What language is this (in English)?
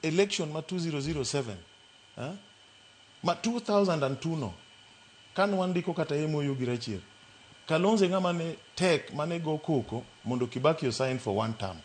Luo (Kenya and Tanzania)